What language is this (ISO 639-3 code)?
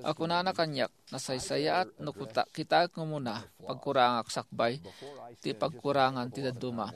ilo